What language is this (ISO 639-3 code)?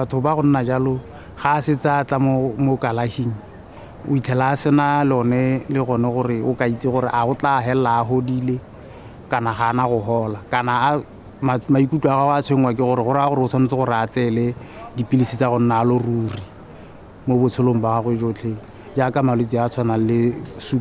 tsn